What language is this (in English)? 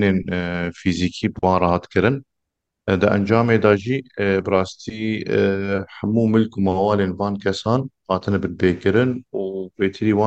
Kurdish